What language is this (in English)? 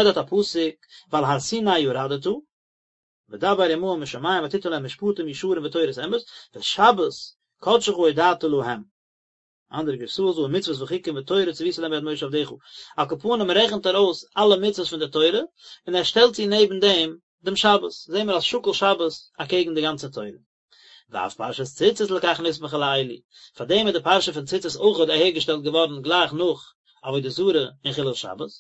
Yiddish